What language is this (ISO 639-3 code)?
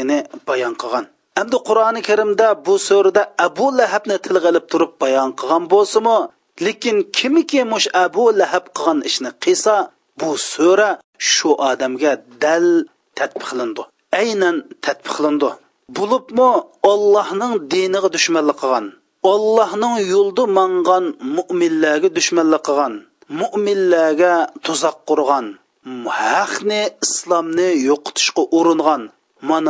uig